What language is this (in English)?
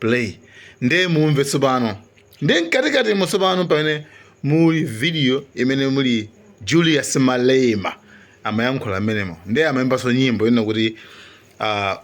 Nyanja